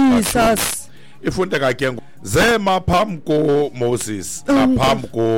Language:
Xhosa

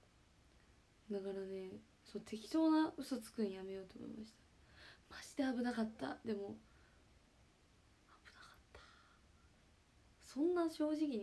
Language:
Japanese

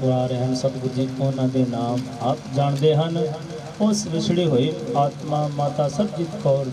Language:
Punjabi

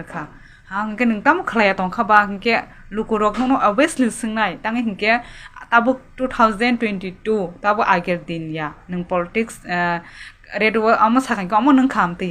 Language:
Kok Borok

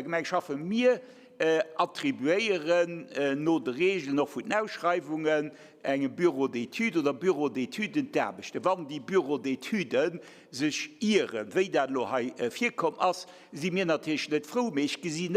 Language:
Luxembourgish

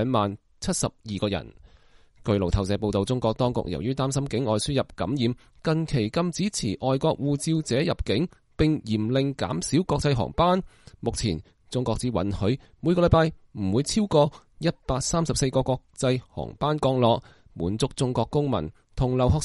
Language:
Cantonese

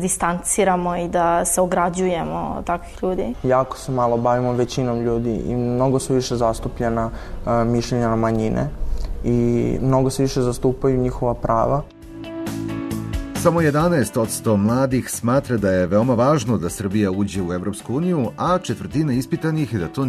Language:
Serbian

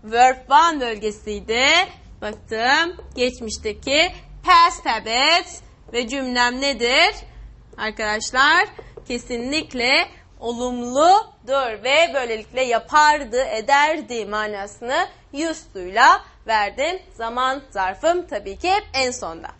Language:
Turkish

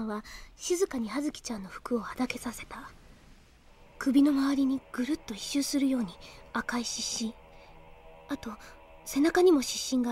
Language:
Japanese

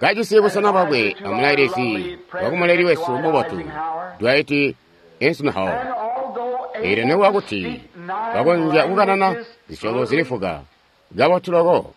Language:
Tonga (Zambia)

